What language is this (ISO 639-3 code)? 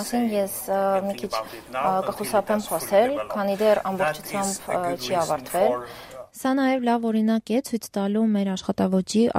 hye